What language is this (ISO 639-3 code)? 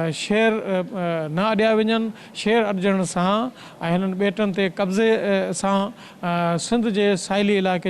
snd